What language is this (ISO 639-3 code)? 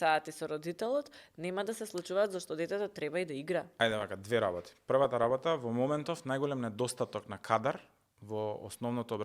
mkd